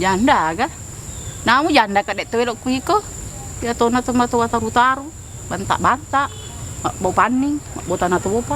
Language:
Buginese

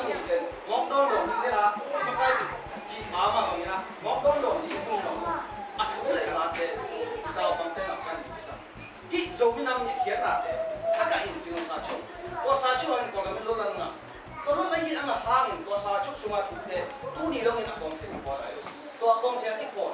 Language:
Tedim Chin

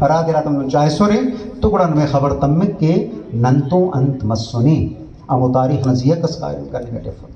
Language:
Brahui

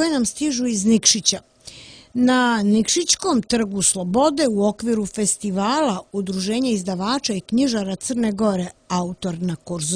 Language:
Serbian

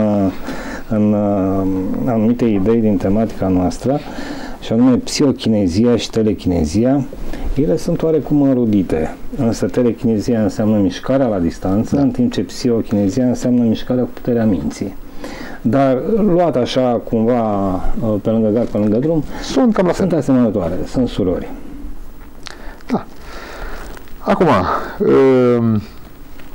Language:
Romanian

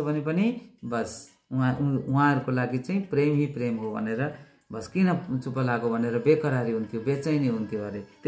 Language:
Nepali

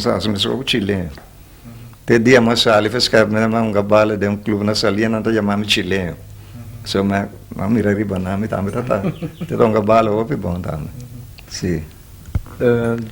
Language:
Papiamento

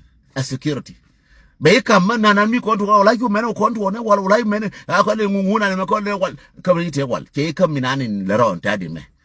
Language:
Nuer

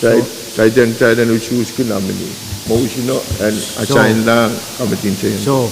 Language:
Pohnpeian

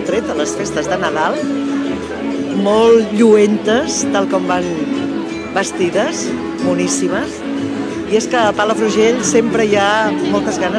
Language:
Catalan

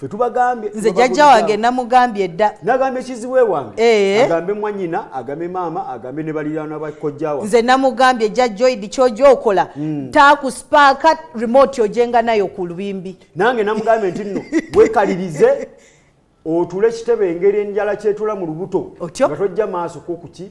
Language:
Ganda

